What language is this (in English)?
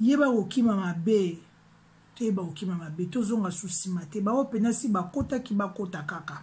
Lingala